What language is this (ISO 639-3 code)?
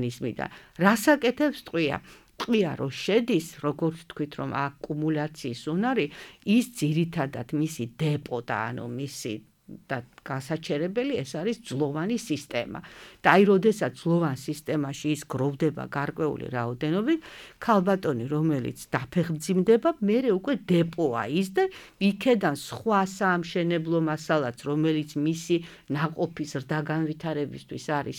kat